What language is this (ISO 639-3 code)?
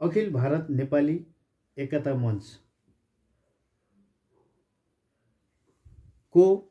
nep